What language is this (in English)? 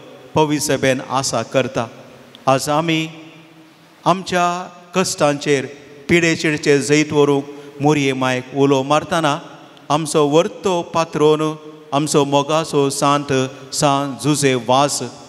Konkani